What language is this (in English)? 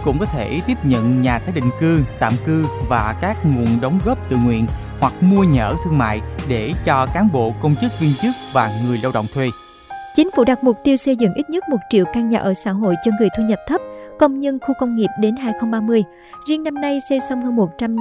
Vietnamese